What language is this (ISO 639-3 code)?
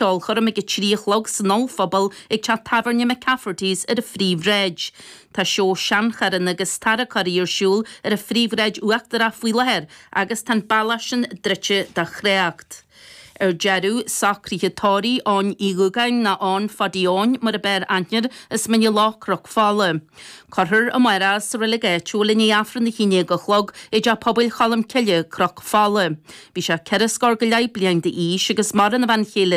gle